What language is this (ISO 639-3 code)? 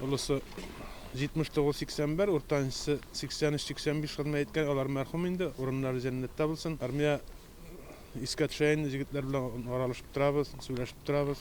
tat